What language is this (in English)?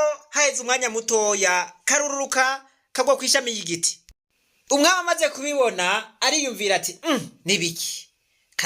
Rundi